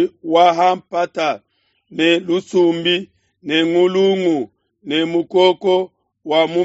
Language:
Luba-Lulua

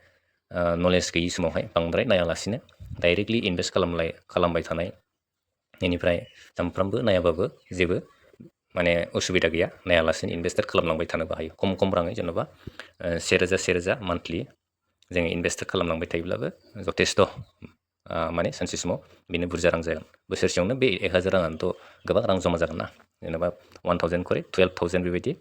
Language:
Bodo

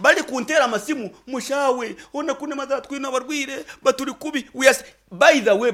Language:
Nyankole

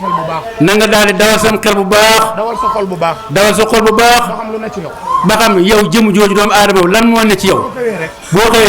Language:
Wolof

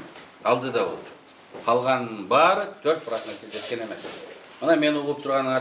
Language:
Kyrgyz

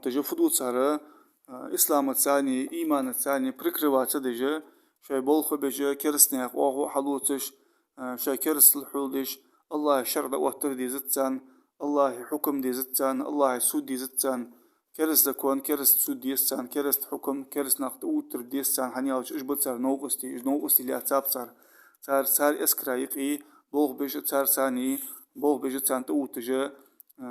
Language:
Ingush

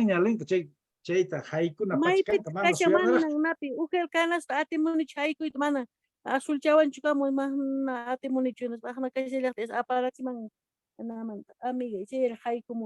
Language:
Quechua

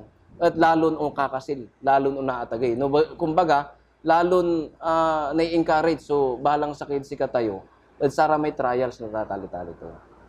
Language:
Pangasinan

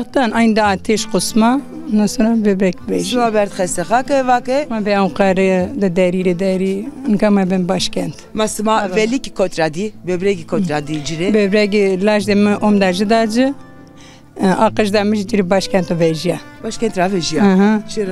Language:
Zaza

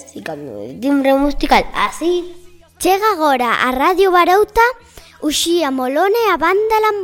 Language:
Galician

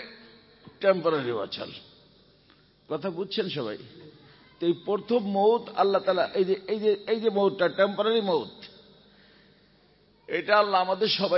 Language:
Bangla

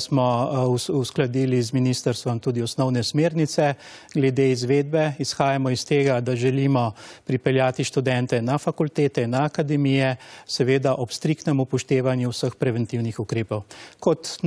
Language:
Slovenian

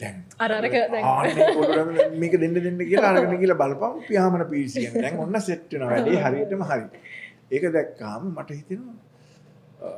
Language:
Sinhala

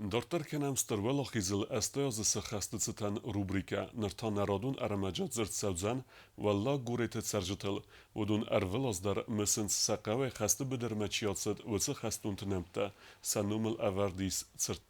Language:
Ossetic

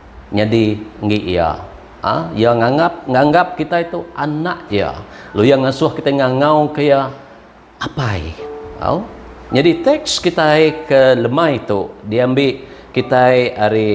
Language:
Iban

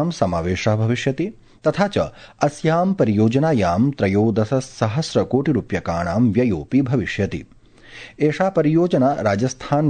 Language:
Sanskrit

